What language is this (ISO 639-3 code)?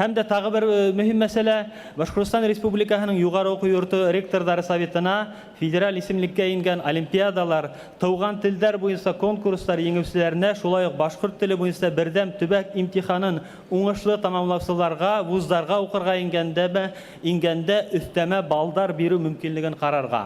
bak